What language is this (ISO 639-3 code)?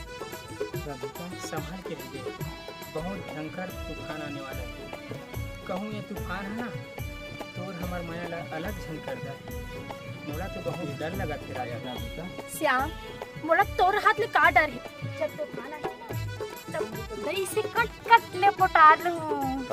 hne